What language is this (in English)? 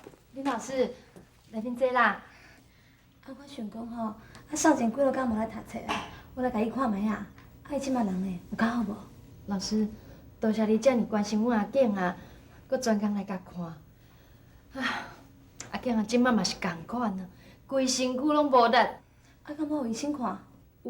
Min Nan Chinese